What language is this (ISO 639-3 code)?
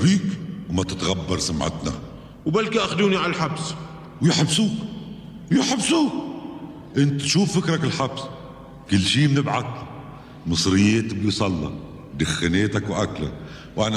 apc